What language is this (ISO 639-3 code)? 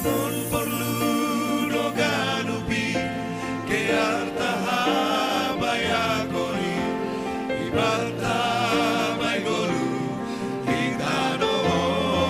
bts